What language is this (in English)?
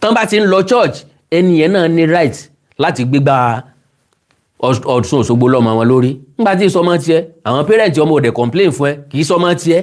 Yoruba